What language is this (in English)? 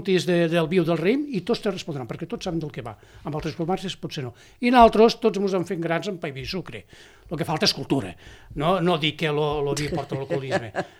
Catalan